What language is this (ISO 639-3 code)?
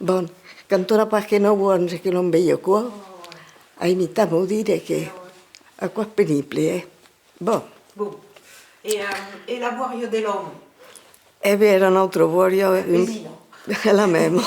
oci